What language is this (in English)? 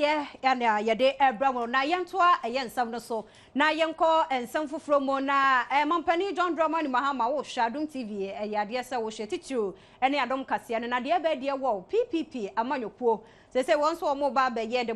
Akan